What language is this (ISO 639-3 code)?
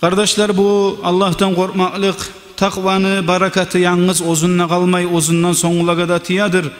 kum